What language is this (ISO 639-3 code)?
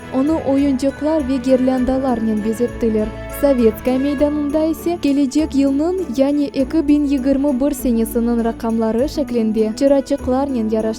crh